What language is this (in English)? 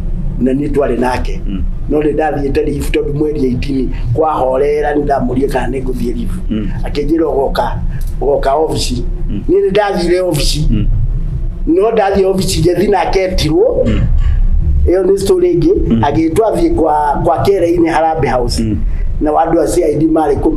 Kikuyu